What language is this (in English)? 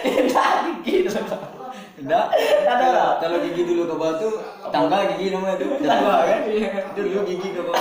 Minangkabau